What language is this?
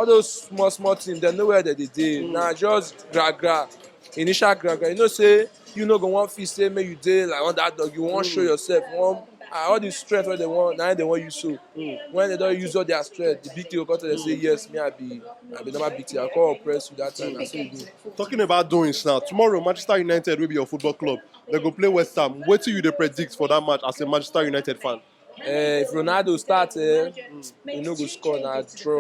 Nigerian Pidgin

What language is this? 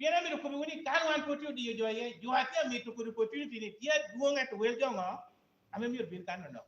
Lango (Uganda)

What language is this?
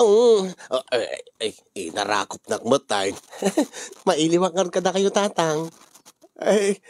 Iloko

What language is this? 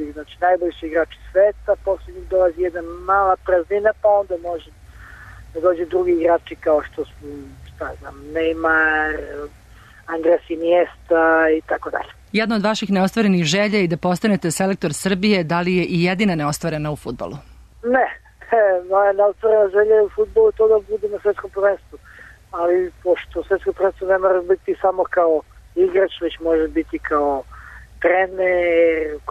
Serbian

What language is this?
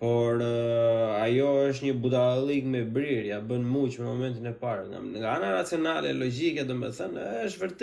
Albanian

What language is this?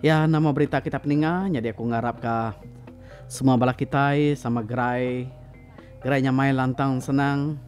Iban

